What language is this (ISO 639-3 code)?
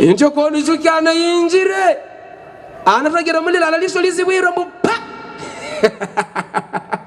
hav